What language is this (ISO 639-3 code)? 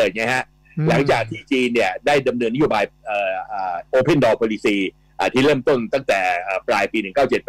tha